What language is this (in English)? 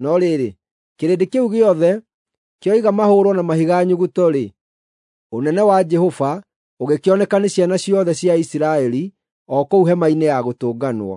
Kikuyu